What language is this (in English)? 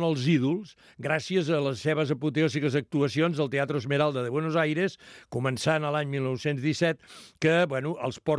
Catalan